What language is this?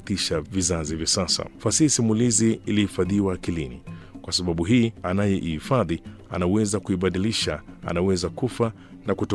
Swahili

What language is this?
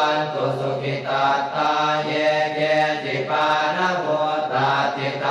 Pali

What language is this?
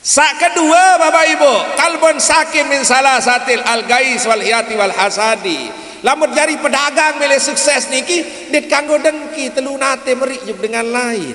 Sasak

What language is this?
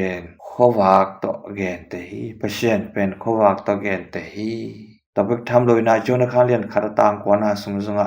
Tedim Chin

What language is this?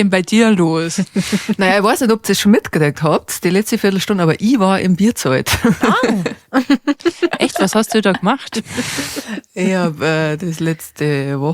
Bavarian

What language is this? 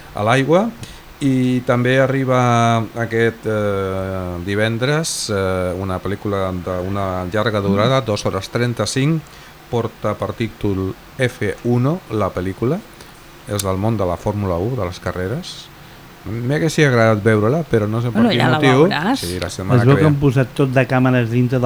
Catalan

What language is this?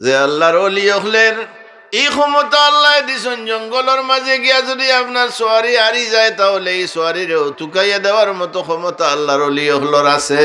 Sylheti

